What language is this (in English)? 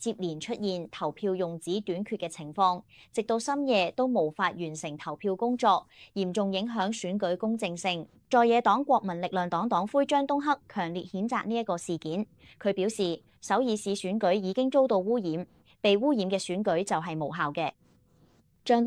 Cantonese